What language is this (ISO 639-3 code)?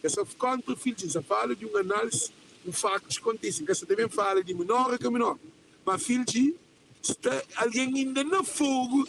kea